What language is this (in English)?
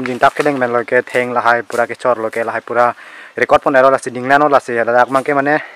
Karbi